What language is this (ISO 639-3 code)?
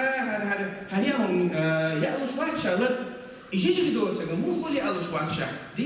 che